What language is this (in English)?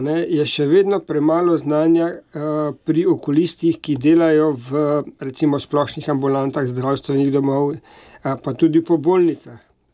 Slovenian